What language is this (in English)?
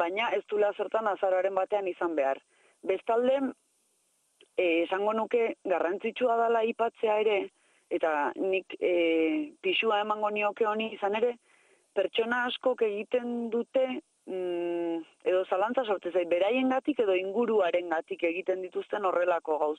Basque